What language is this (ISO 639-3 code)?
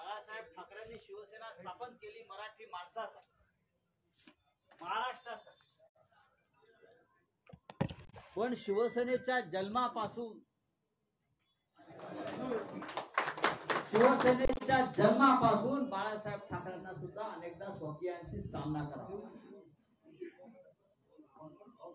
mar